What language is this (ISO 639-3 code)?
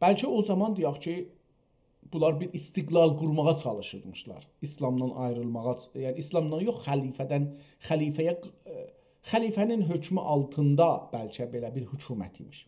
azb